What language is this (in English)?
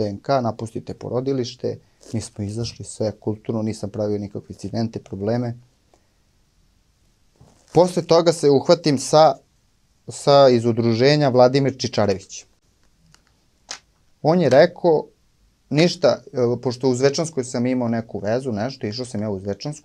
Serbian